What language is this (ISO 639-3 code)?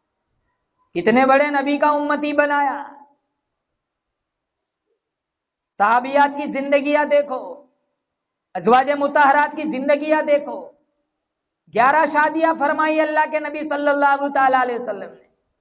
urd